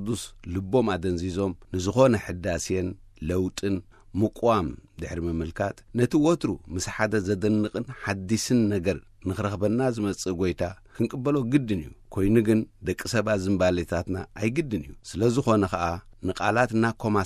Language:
Tigrinya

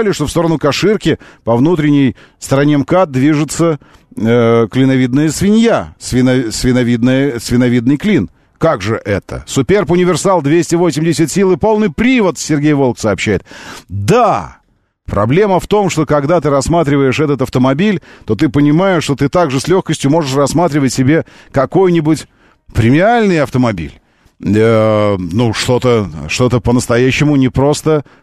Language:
Russian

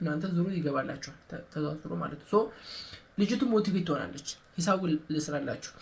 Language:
Amharic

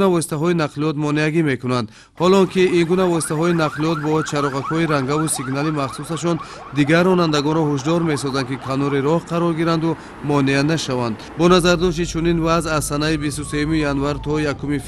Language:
Tajik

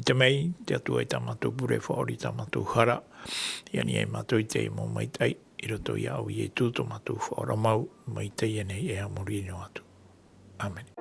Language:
Tahitian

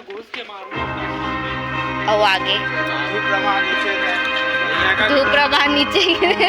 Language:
Chhattisgarhi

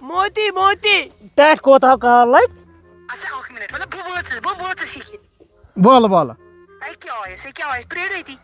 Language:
Kashmiri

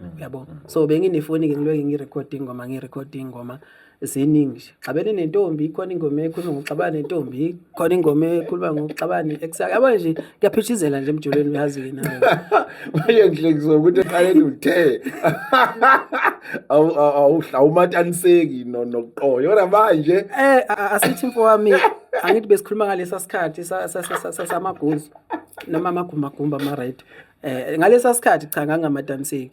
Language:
Zulu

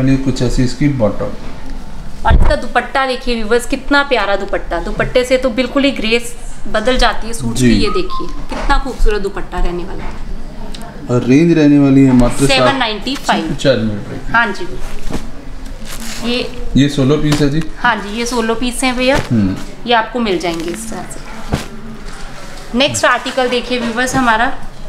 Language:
Hindi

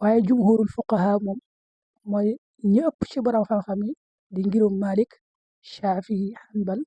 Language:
Wolof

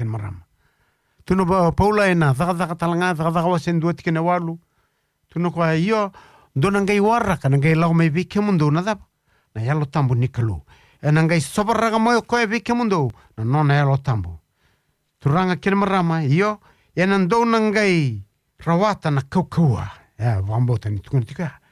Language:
Fijian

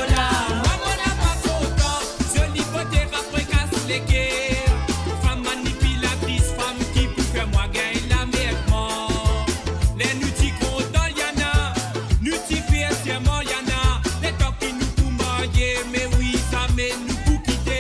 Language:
Morisyen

